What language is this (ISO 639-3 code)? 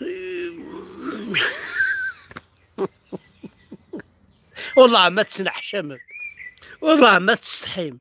kab